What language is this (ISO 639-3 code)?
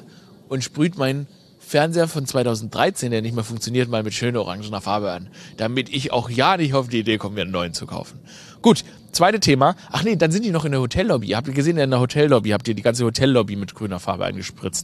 deu